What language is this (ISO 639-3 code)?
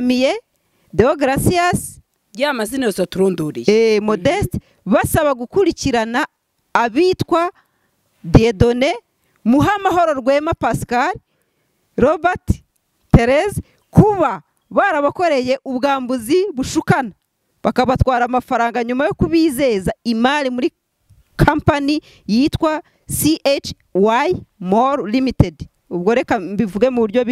kin